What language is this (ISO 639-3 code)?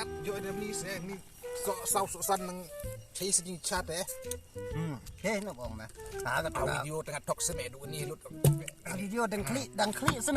kha